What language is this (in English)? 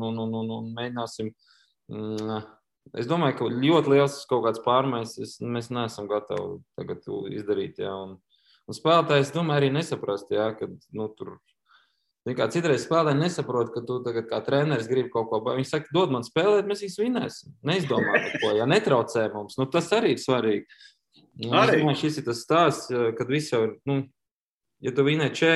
Latvian